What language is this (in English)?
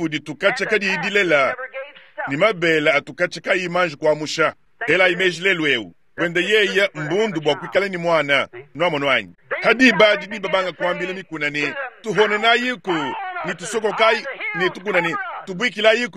Luba-Lulua